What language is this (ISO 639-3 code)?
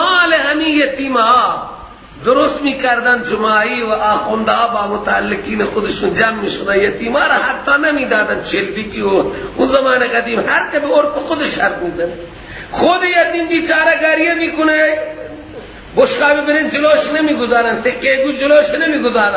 fas